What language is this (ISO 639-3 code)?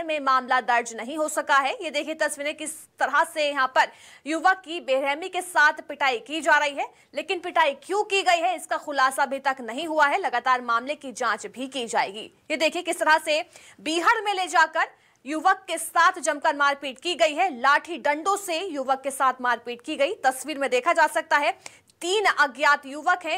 hin